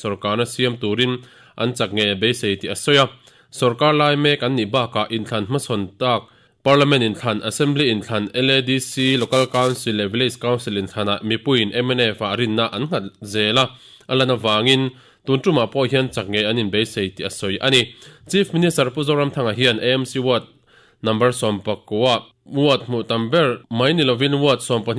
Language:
Mizo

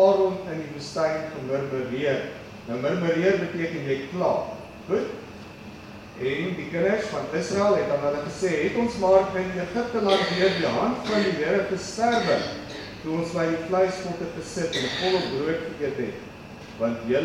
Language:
Afrikaans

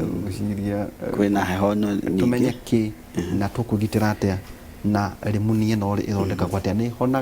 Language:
Kikuyu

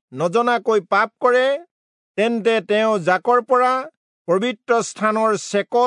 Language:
Assamese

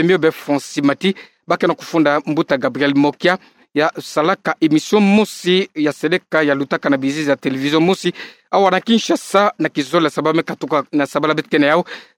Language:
Kituba (Democratic Republic of Congo)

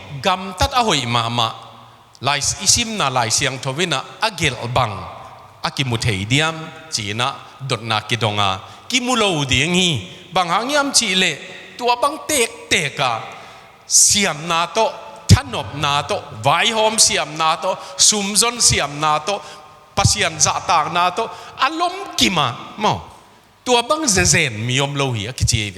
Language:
Tedim Chin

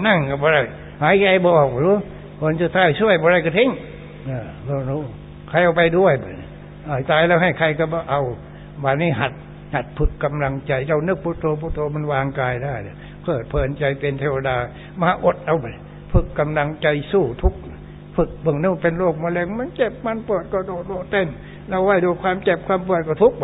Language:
Thai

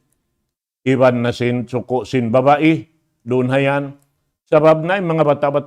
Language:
Tausug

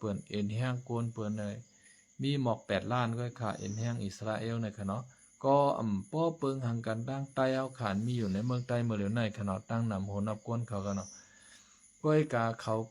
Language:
Shan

